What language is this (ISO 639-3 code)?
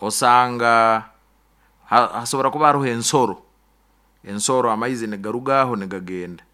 nyo